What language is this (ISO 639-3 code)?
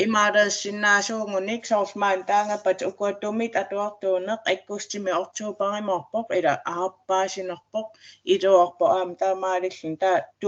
kal